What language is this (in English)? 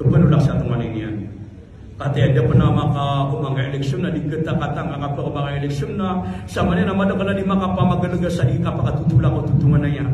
Maranao